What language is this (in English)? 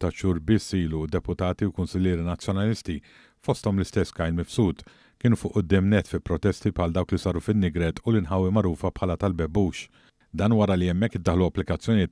Maltese